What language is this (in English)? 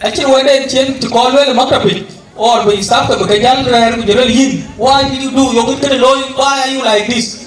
Dinka